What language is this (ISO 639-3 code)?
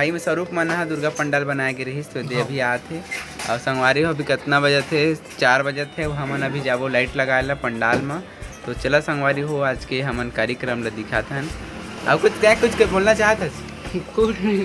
hne